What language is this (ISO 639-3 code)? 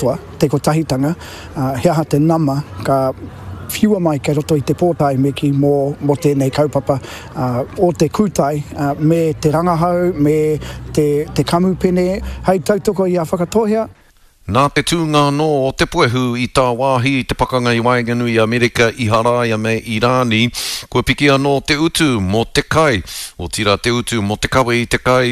mri